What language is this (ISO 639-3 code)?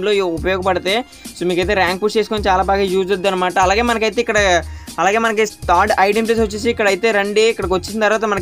tel